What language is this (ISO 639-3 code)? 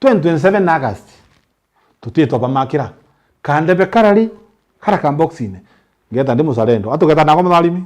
mer